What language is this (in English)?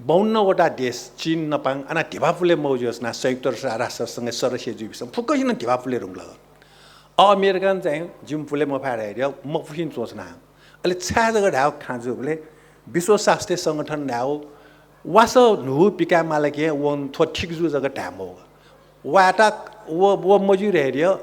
Newari